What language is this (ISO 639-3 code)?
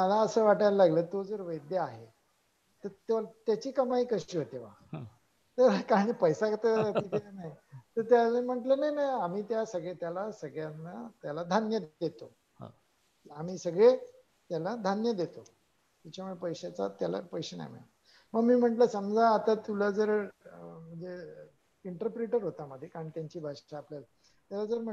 mar